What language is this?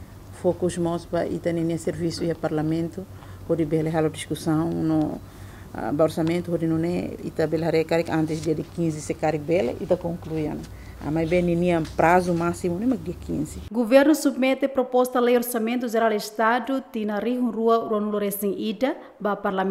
Tetum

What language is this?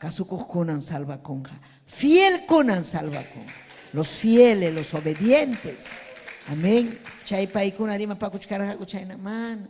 Ayacucho Quechua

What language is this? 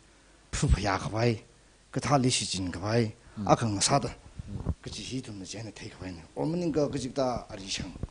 Tangkhul Naga (India)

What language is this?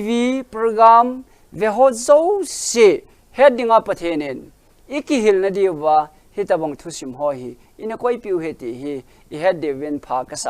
Thado Chin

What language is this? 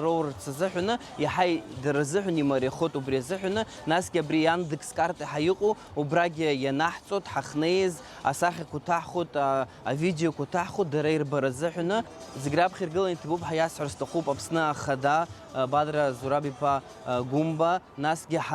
Abkhazian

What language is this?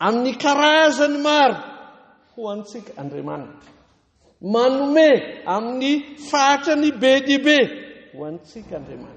Malagasy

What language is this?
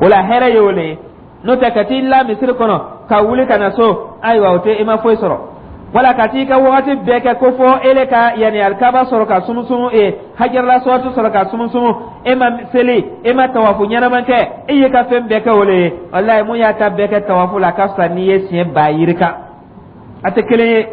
Dyula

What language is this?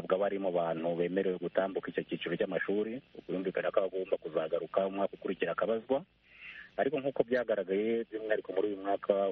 Kinyarwanda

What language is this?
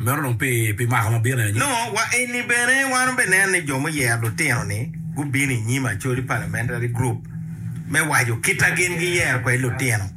Acoli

